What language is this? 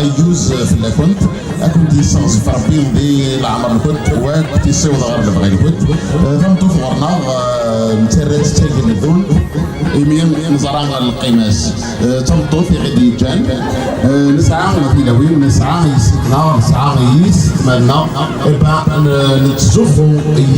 Kabyle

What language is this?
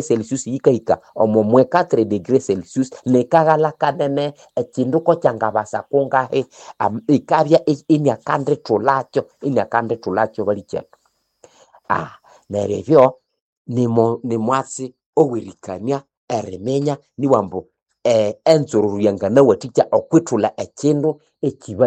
Nande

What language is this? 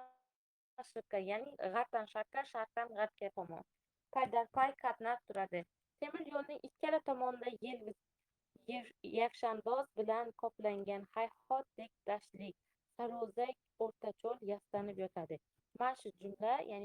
Uzbek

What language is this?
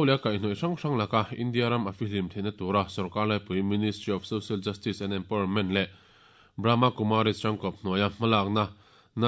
Mizo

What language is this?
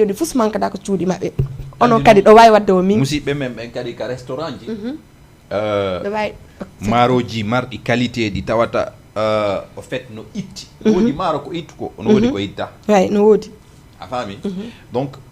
Fula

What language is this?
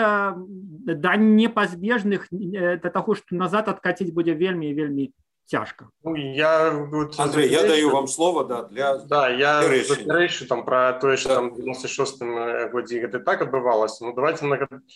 Belarusian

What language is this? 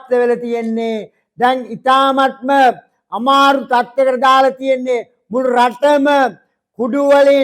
Sinhala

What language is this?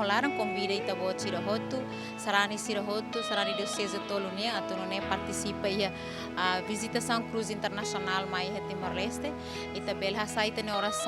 Tetum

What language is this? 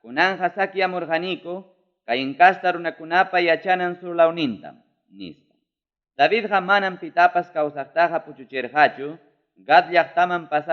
Ayacucho Quechua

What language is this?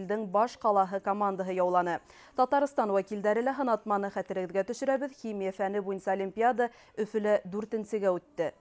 Bashkir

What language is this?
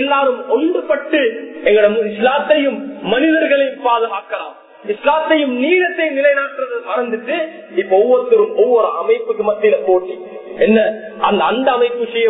Tamil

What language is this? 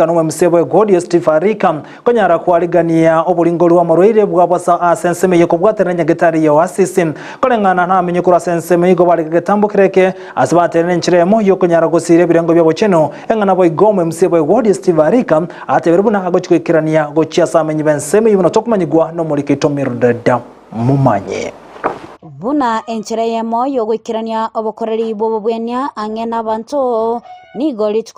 Gusii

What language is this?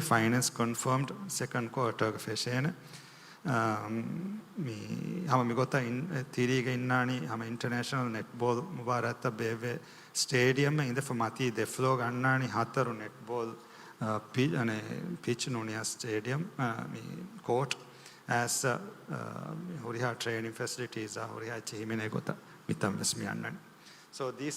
Divehi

